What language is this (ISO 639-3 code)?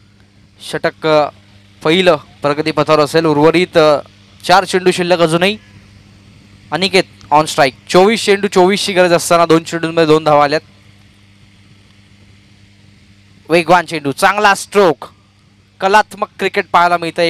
mar